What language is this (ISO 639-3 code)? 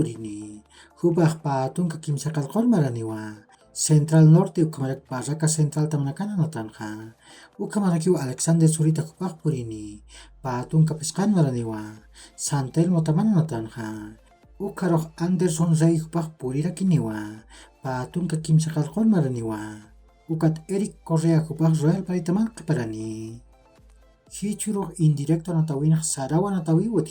aym